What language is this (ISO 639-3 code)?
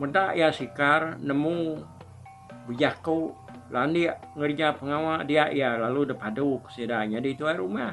iba